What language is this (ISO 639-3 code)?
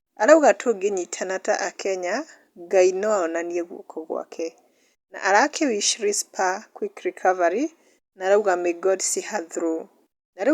kik